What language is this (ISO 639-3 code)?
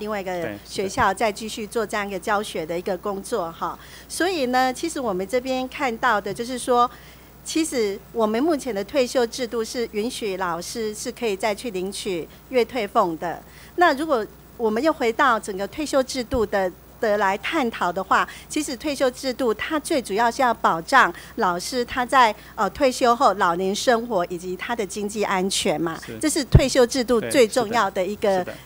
zho